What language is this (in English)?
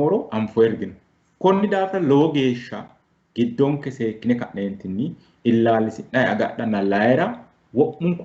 Sidamo